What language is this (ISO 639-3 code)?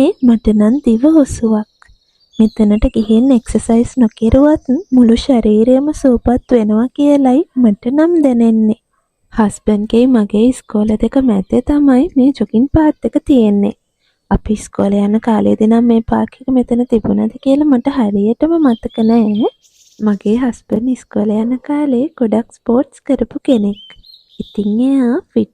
sin